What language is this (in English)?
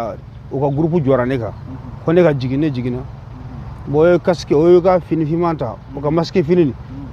Bambara